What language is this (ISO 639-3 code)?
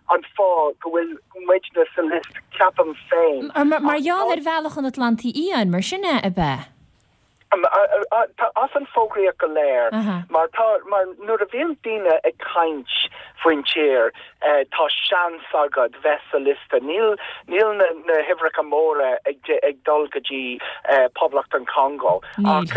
gle